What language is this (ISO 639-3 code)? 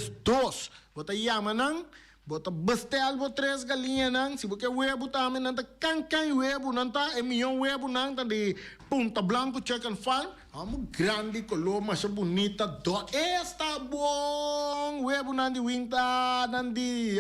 pap